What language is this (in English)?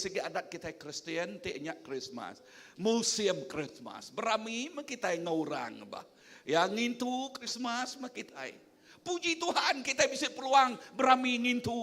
Iban